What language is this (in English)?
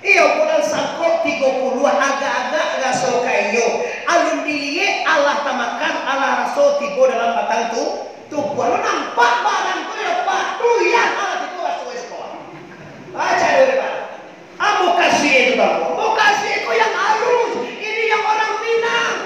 Minangkabau